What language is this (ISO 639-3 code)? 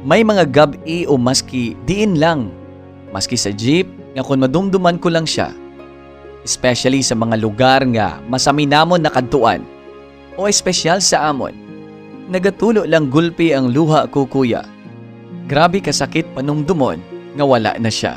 hil